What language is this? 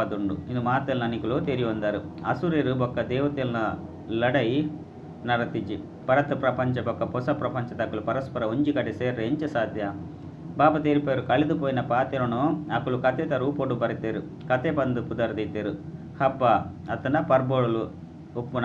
Tulu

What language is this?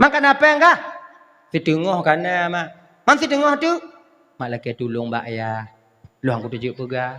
Achinese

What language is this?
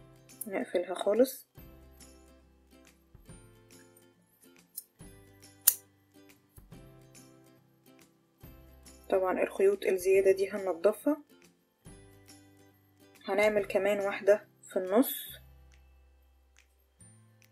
Egyptian Arabic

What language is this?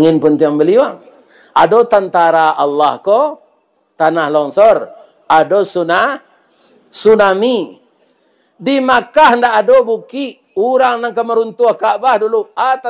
Minangkabau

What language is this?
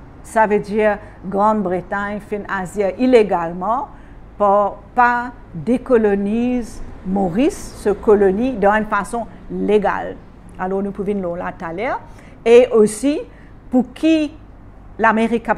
Morisyen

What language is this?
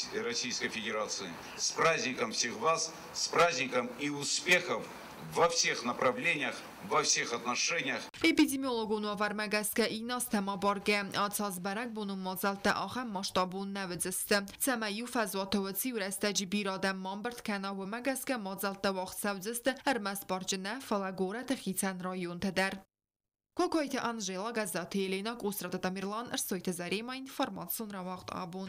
Ossetic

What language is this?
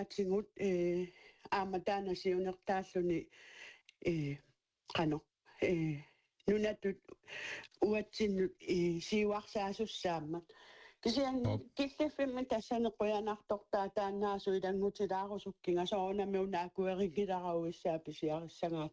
Kalaallisut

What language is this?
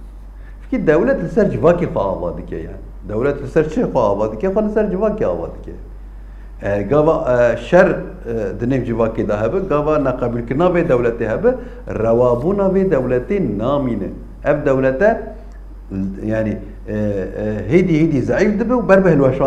Kurdish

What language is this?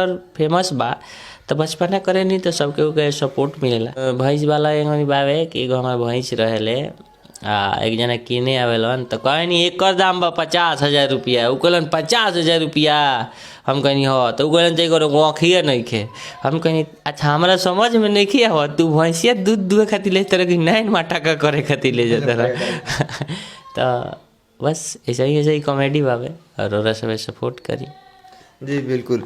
Bhojpuri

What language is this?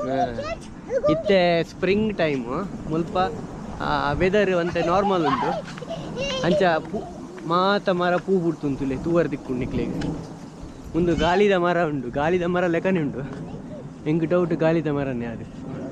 Tulu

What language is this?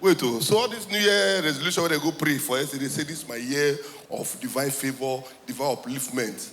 Nigerian Pidgin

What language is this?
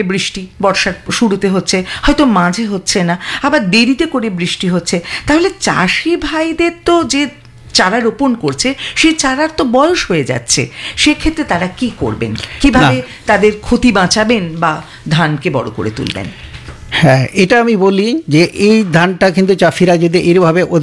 Bangla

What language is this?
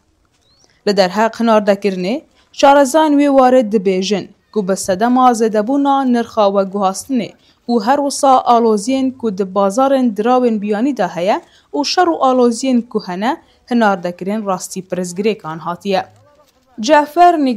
Kurdish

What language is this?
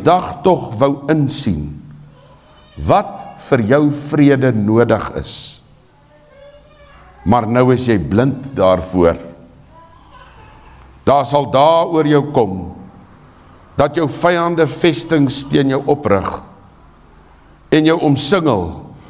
Afrikaans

